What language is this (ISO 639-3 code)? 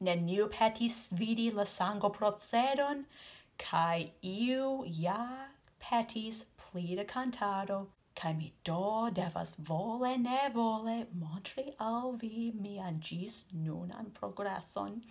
epo